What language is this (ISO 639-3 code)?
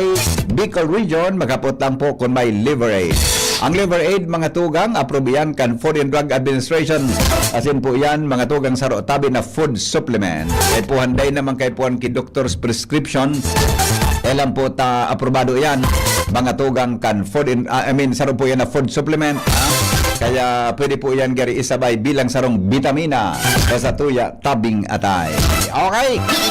bik